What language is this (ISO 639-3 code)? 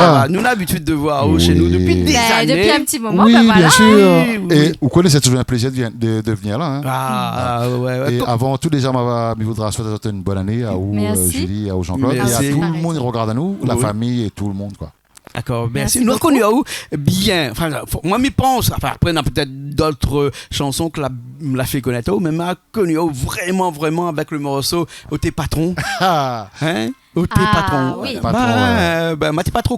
rcf